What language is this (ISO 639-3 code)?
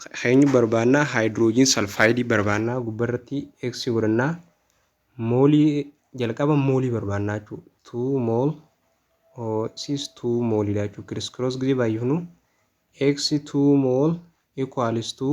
orm